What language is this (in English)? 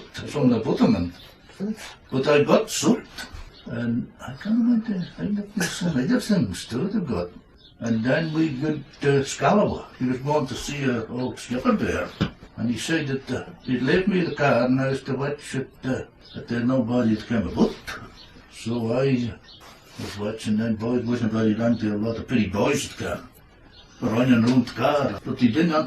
Scots